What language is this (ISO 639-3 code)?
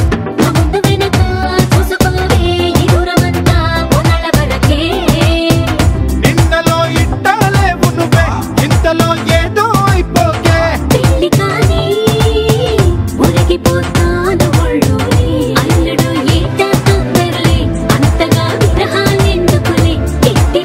tel